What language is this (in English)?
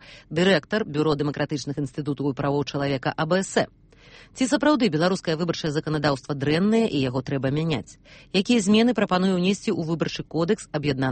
Belarusian